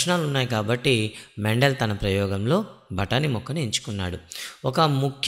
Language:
Telugu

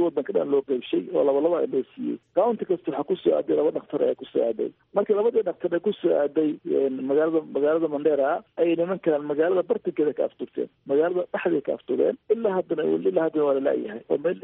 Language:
Somali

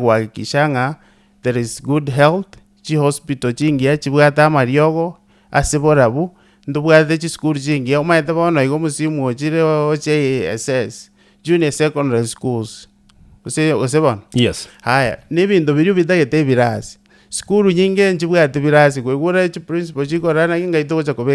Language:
Gusii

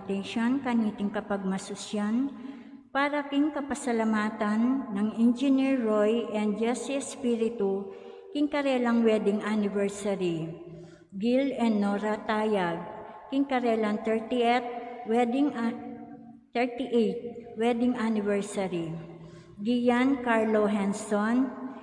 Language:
Pampanga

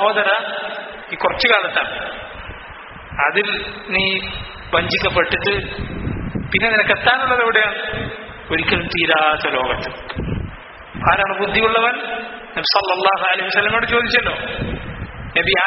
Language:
Malayalam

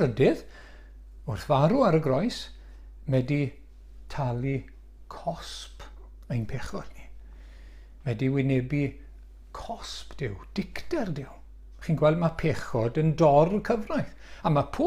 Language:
Welsh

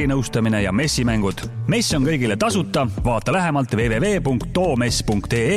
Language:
Estonian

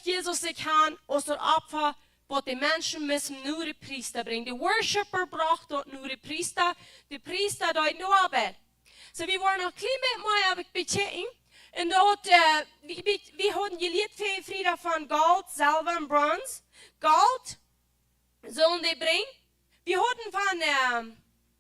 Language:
Plautdietsch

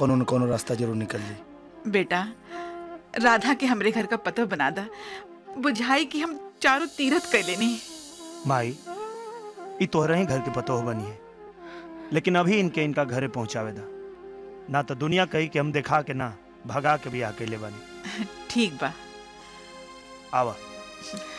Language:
Bhojpuri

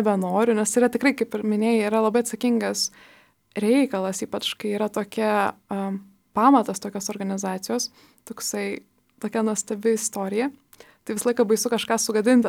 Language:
Lithuanian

